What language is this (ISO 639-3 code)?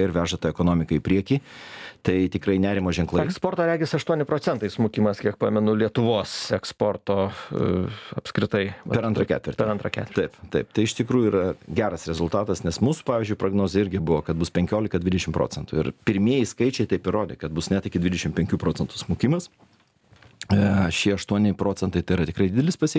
lit